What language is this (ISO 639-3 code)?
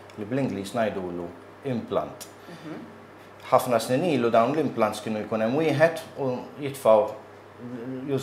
mlt